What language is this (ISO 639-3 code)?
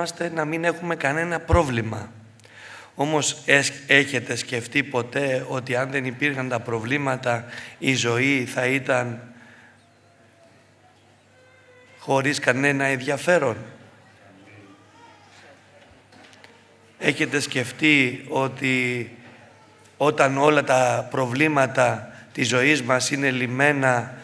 ell